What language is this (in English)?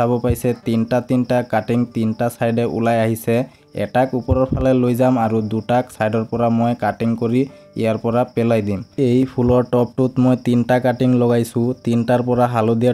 Assamese